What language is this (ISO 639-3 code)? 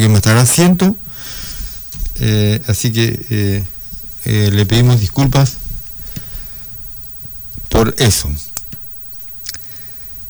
spa